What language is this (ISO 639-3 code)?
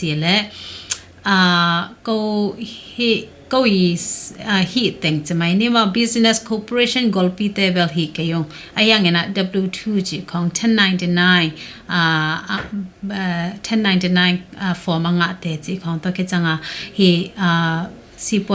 ctd